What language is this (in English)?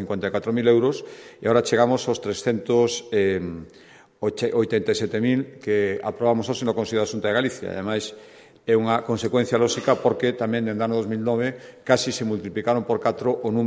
Galician